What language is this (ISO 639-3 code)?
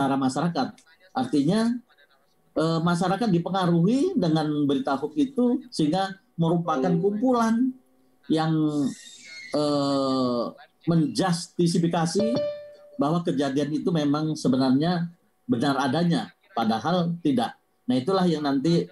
ind